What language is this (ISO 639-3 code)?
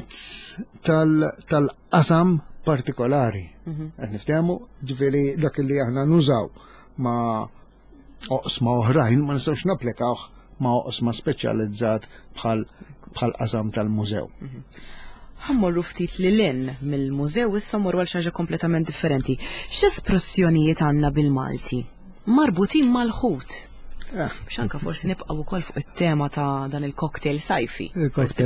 mlt